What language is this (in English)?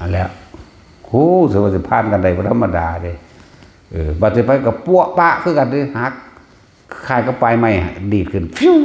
Northeastern Thai